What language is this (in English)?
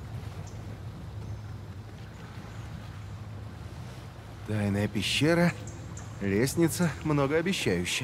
Russian